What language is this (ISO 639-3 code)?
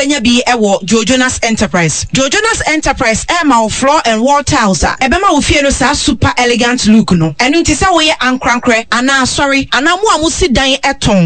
aka